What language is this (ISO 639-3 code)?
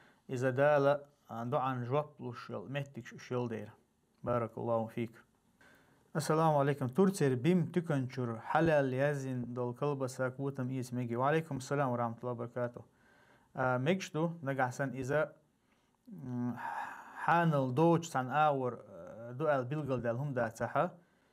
che